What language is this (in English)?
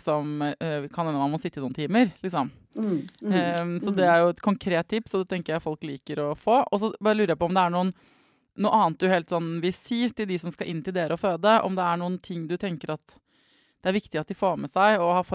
Norwegian